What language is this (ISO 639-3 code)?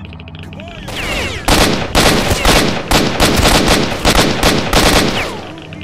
ces